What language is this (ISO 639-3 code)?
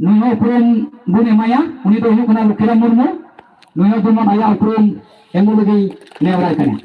sat